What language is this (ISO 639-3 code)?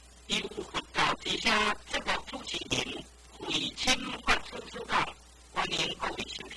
nan